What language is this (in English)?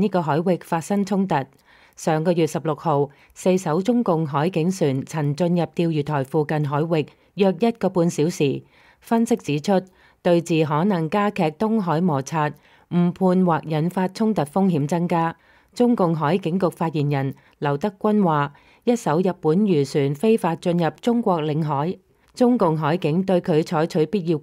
Cantonese